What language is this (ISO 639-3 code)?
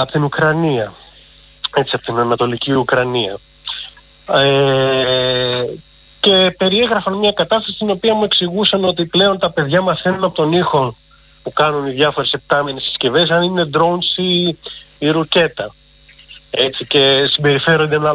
ell